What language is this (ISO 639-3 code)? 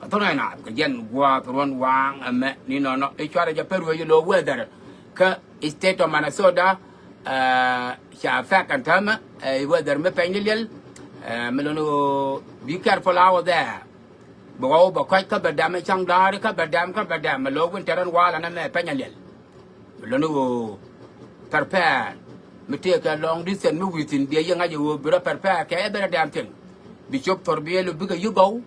nus